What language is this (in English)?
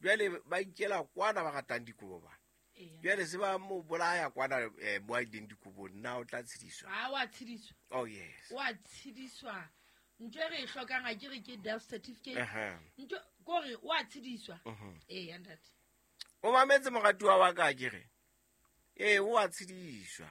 Southern Sotho